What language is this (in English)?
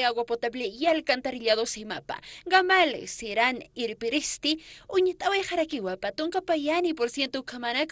Aymara